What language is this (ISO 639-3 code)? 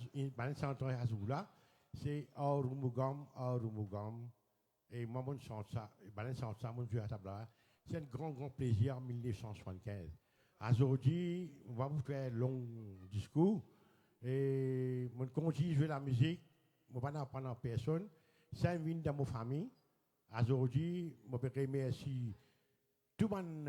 mfe